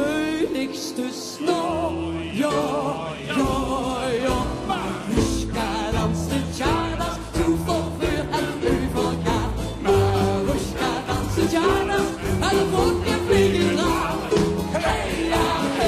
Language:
Limburgish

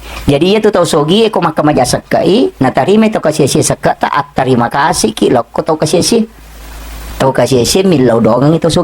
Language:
Buginese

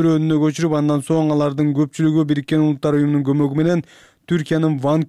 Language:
Kyrgyz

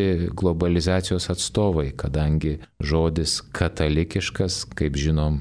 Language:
Lithuanian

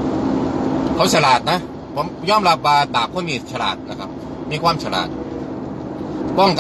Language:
Thai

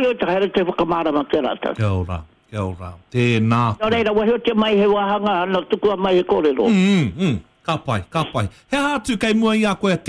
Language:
Māori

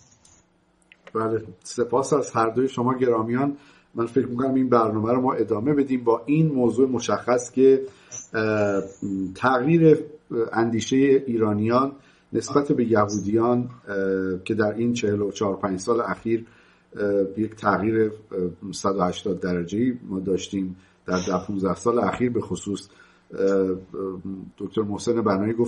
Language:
Persian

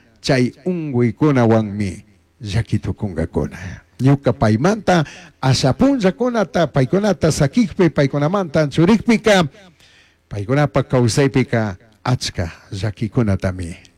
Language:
Chimborazo Highland Quichua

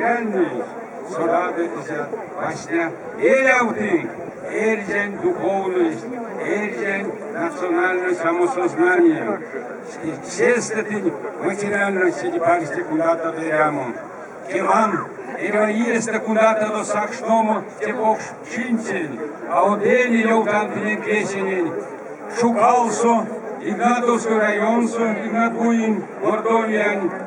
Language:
Erzya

